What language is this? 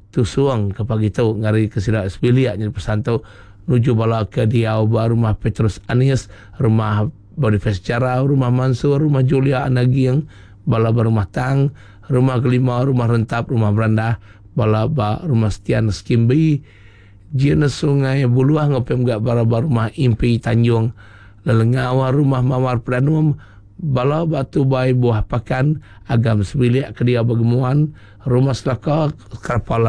Iban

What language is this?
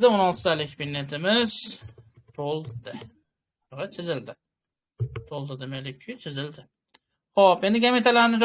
Uzbek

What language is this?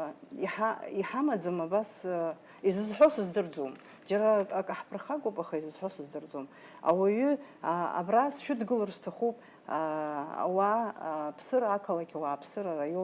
Abkhazian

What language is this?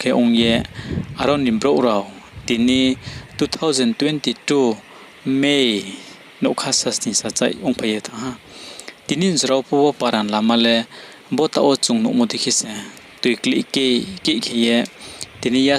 Riang (India)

